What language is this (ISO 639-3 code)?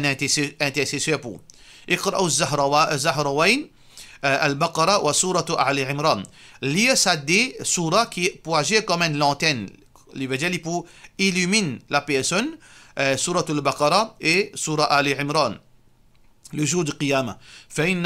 mfe